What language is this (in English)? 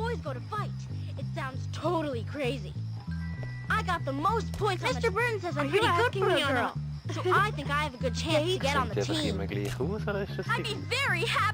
Swiss German